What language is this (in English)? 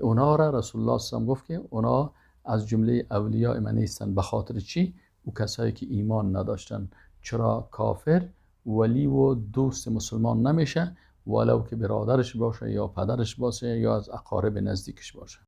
Persian